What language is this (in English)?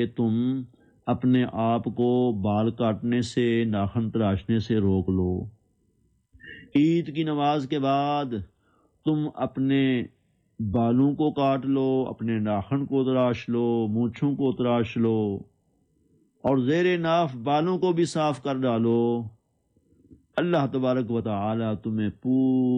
Urdu